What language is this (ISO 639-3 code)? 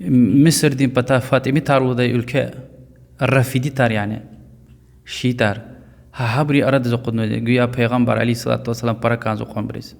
lez